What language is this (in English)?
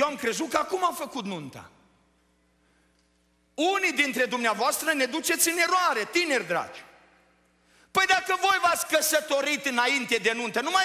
Romanian